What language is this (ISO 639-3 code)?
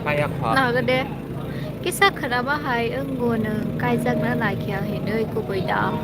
trp